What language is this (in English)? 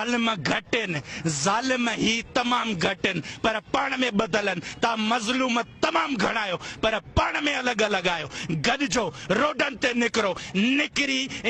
Sindhi